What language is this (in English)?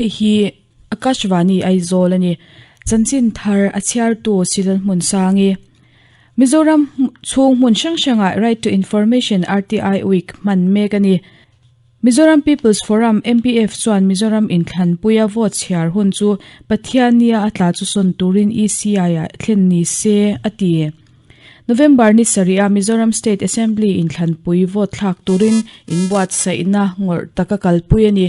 Mizo